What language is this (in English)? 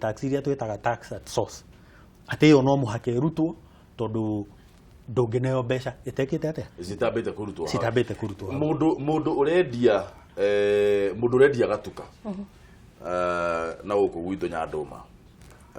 Kikuyu